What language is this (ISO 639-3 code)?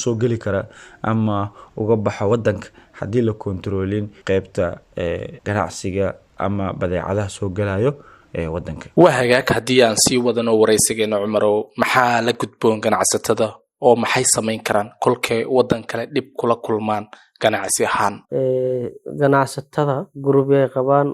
som